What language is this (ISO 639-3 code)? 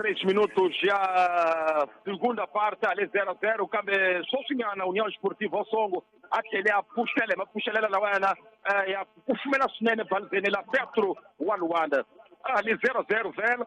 tso